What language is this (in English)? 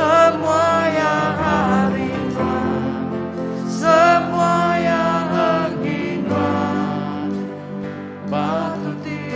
Iban